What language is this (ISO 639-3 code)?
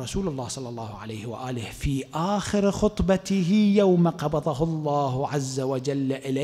ara